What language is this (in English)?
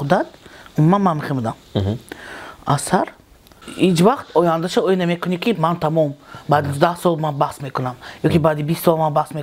Tajik